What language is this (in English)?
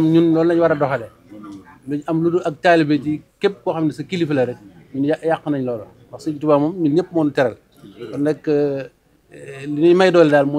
Wolof